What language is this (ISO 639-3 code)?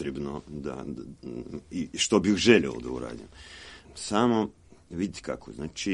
srp